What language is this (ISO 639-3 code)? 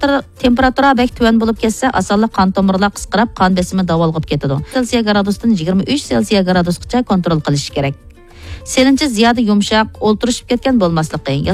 uig